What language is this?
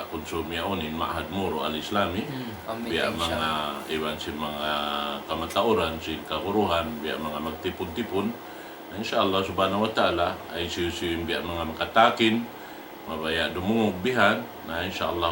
Tausug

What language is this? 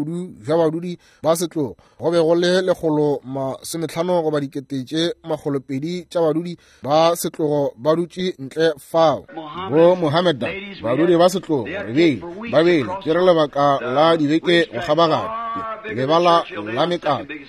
Northern Sotho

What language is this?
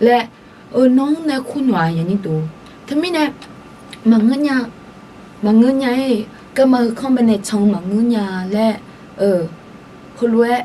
Akha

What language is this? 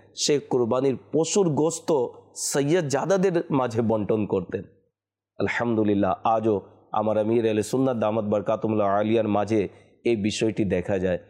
Bangla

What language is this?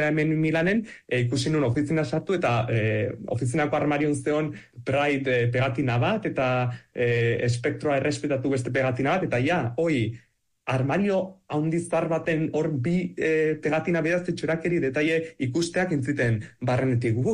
Basque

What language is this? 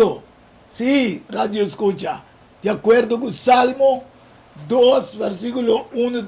Papiamento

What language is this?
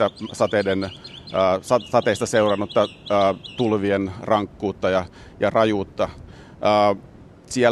Finnish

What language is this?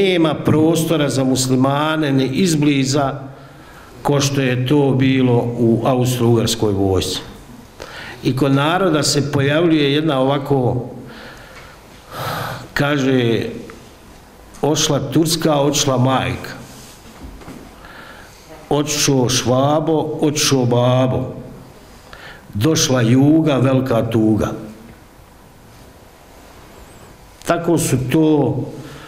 Bosnian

